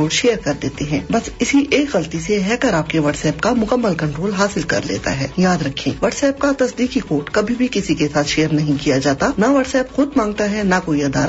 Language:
Urdu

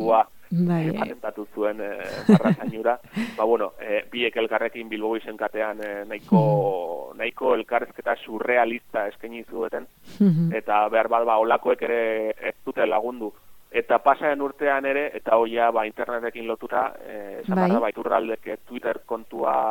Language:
Basque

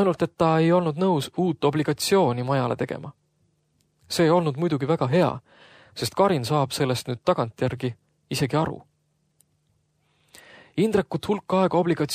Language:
Estonian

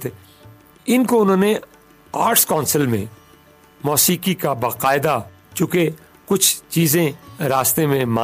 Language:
Urdu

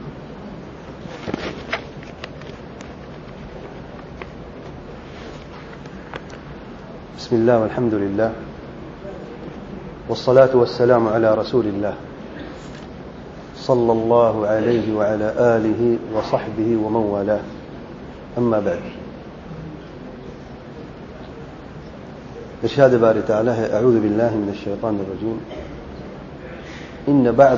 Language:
Urdu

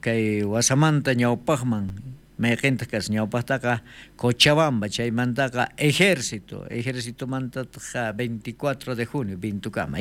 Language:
South Bolivian Quechua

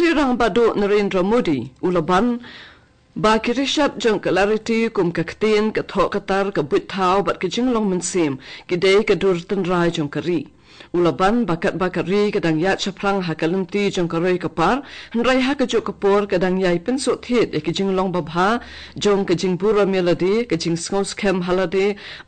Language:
Khasi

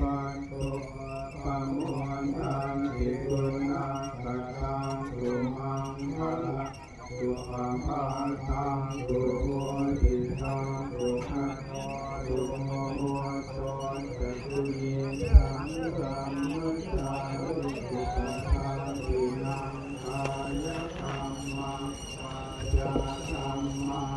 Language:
Pali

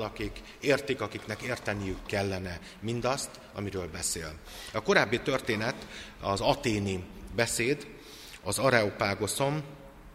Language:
Hungarian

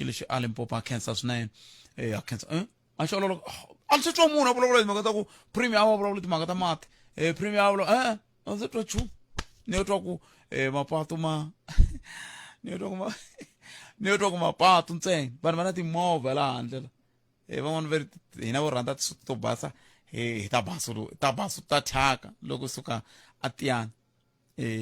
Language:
Tsonga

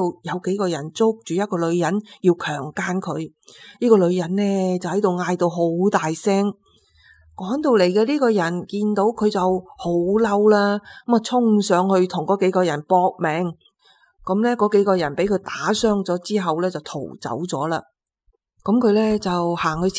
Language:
Cantonese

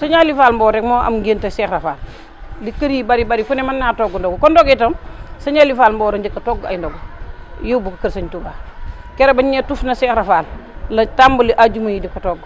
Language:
Wolof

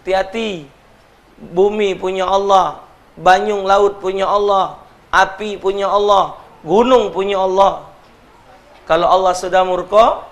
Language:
Musi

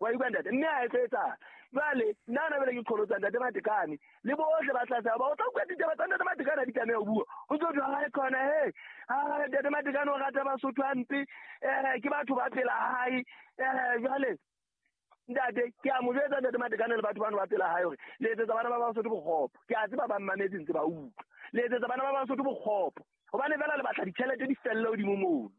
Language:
Southern Sotho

